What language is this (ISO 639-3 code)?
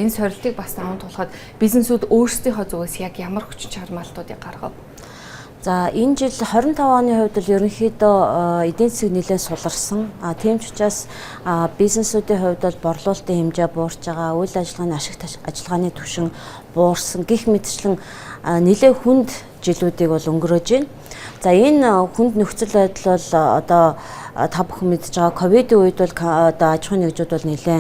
mon